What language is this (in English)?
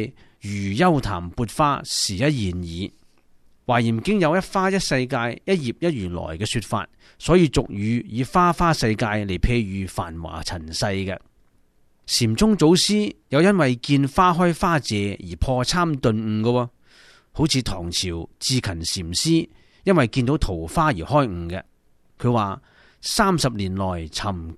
Cantonese